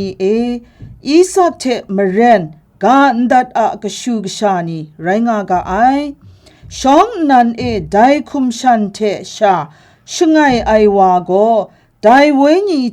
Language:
Kachin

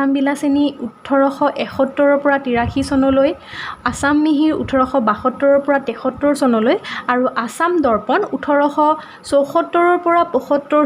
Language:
Assamese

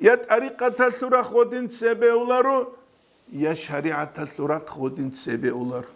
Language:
Avaric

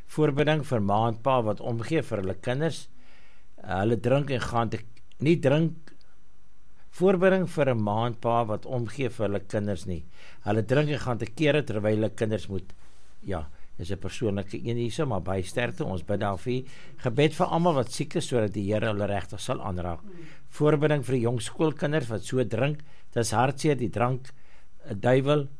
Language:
Afrikaans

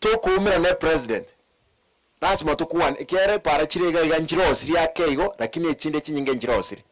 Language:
Gusii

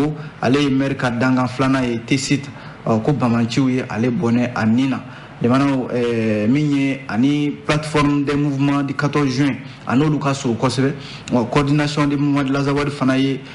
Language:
Bambara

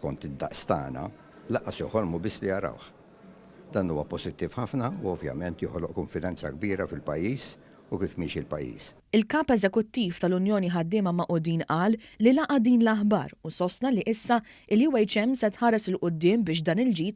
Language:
Maltese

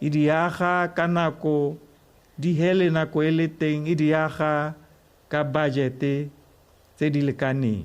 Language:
Tswana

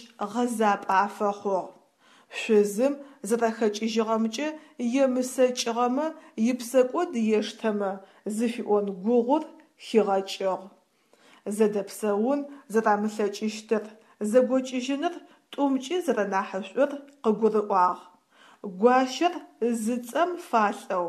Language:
Adyghe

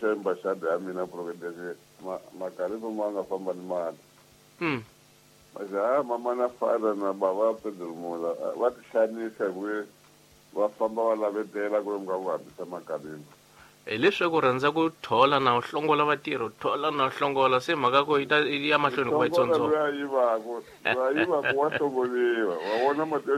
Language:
Tsonga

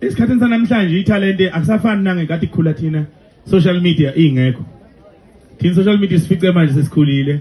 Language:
Zulu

